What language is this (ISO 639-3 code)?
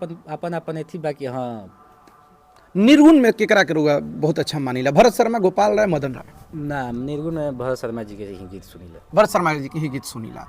bho